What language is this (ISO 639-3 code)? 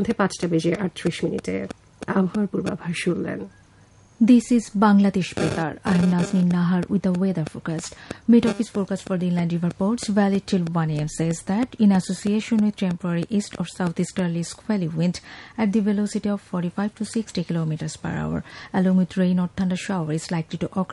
ben